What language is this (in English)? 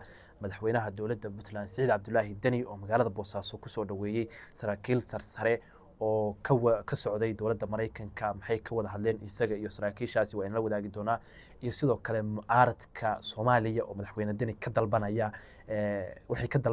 Somali